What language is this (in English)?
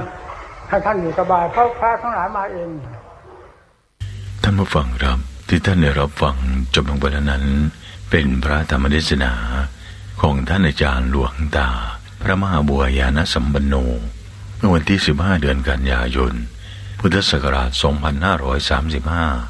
Thai